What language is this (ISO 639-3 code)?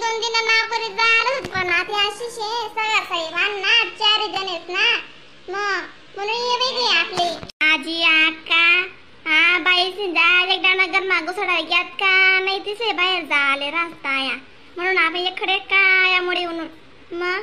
khn